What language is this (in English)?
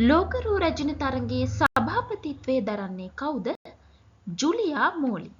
Sinhala